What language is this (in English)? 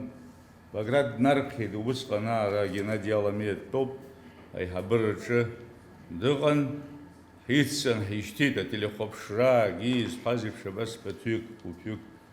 Abkhazian